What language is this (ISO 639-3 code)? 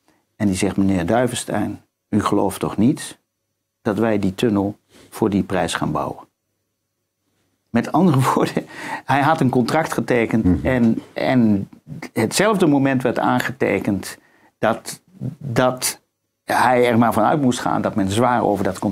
nld